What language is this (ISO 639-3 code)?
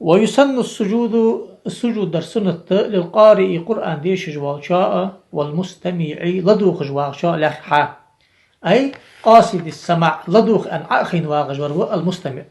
inh